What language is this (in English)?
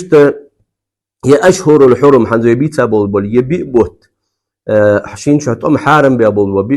Ingush